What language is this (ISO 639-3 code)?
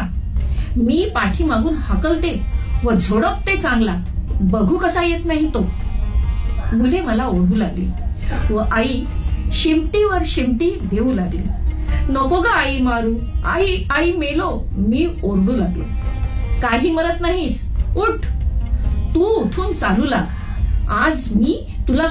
mar